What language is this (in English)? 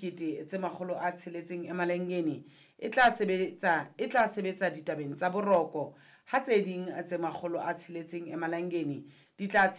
Southern Sotho